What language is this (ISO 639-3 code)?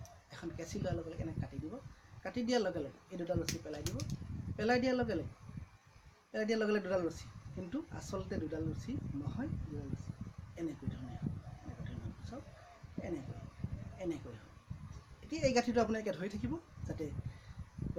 asm